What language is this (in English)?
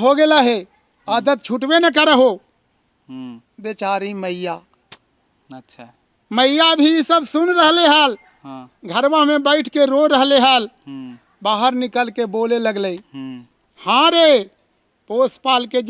Magahi